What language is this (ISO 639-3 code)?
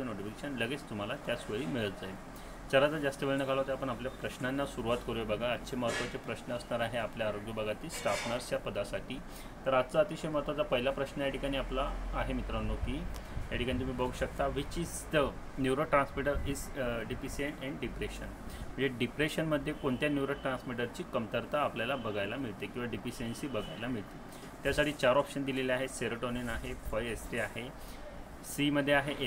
mar